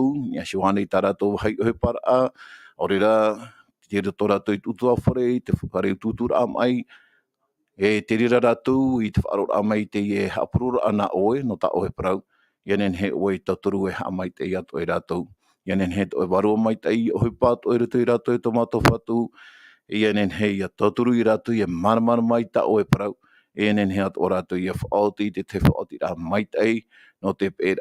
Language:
Tahitian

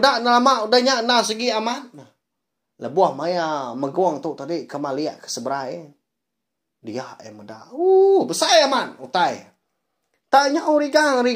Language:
Iban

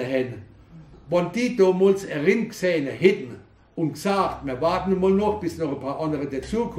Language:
Palatine German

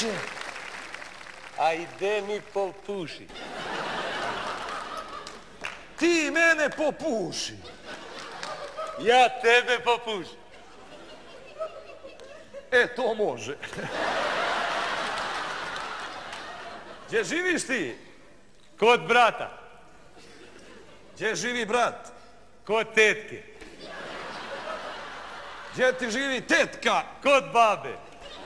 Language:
Bosnian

